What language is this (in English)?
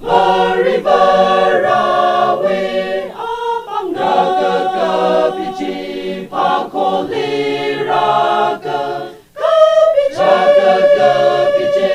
Tangkhul Naga (India)